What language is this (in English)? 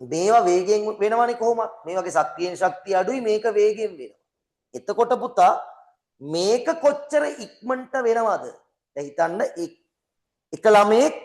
Sinhala